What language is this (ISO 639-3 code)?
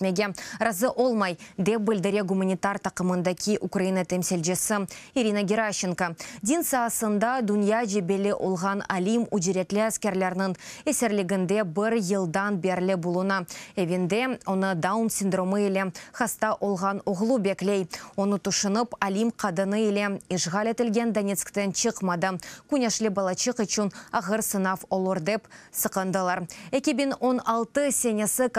crh